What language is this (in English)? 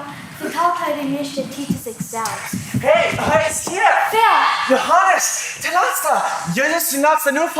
Plautdietsch